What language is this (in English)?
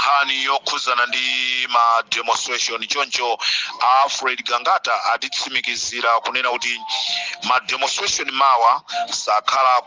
Nyanja